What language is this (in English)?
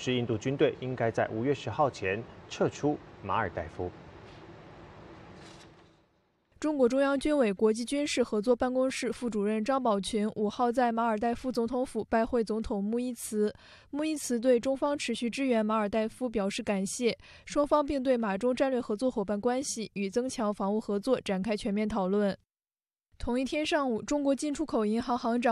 Chinese